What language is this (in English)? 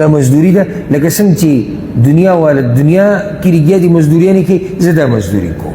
Pashto